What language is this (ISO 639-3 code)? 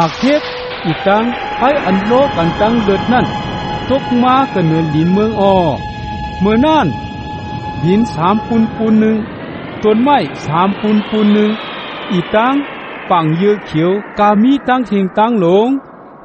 shn